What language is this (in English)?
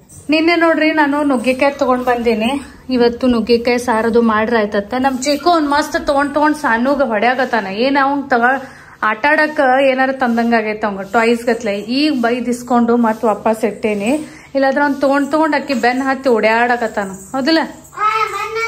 Kannada